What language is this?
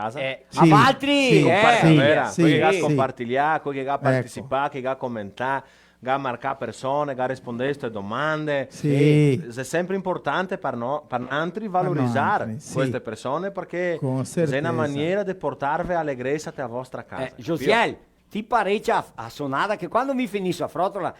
Venetian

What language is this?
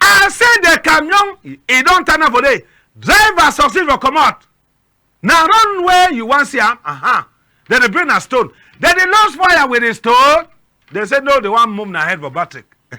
Cameroon Pidgin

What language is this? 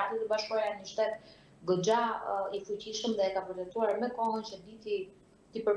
Albanian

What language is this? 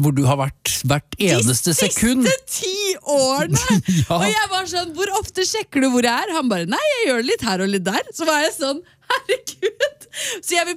Norwegian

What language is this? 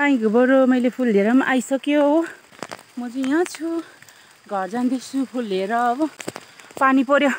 Nepali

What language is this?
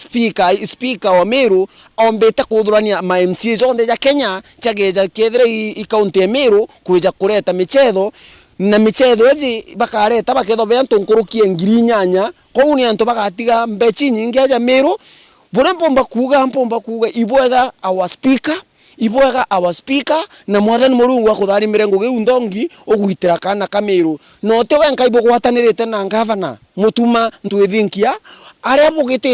Meru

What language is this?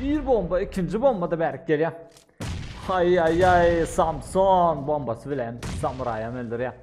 Turkmen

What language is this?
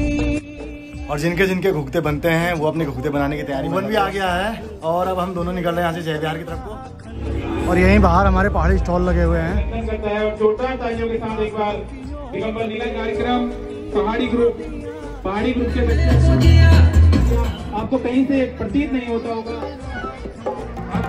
Hindi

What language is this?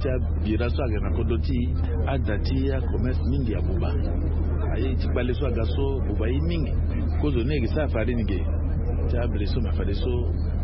Sango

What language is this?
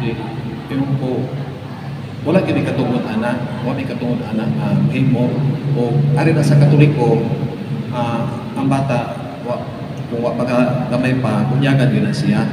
Cebuano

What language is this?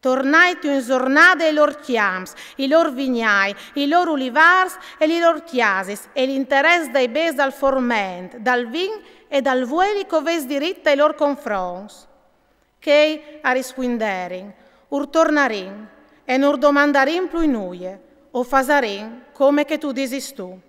Friulian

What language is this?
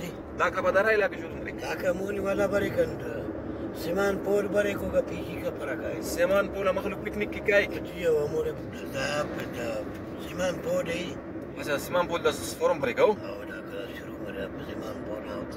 Brahui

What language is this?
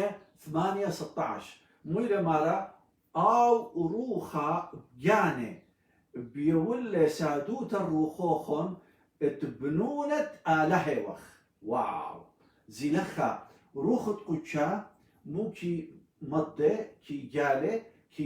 Assyrian Neo-Aramaic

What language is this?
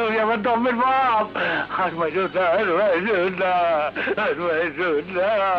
Bangla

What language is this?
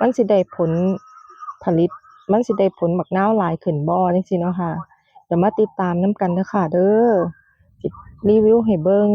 Northeastern Thai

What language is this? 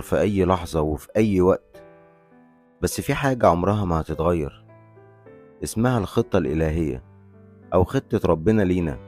Egyptian Arabic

